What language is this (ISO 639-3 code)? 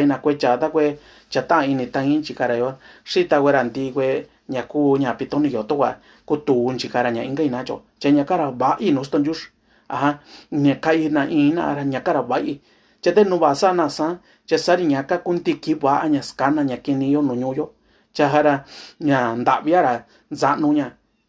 mix